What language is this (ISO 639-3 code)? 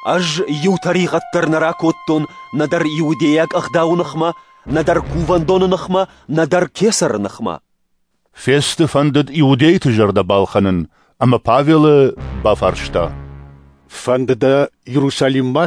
oss